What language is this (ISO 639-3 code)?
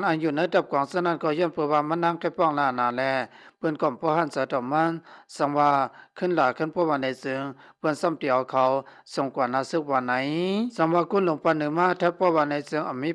shn